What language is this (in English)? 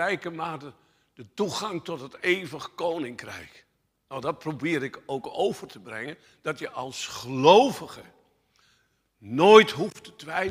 Dutch